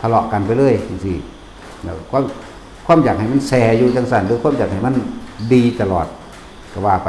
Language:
Northeastern Thai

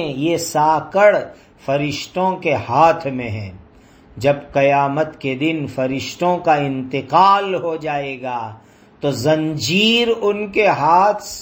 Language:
Urdu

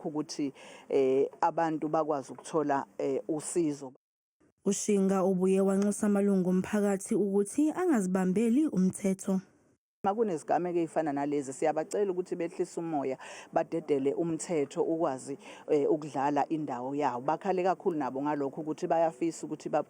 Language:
Zulu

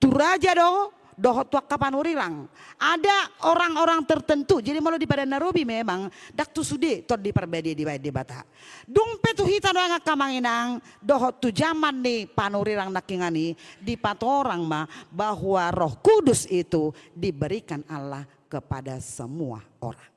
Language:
Batak Toba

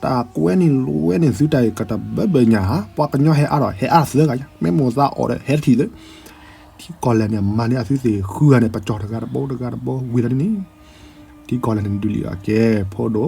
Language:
S'gaw Karen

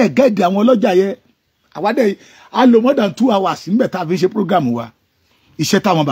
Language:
Yoruba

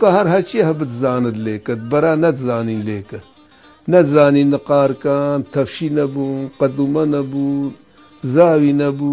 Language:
Kurdish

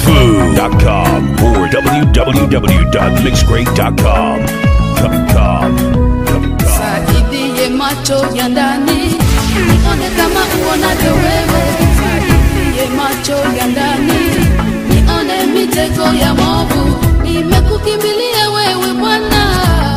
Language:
Swahili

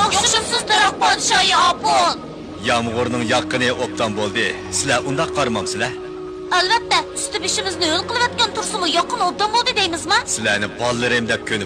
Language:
Uyghur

